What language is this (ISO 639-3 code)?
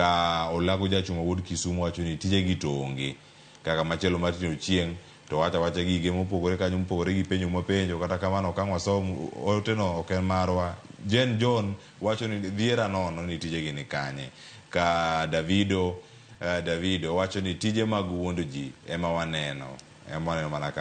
luo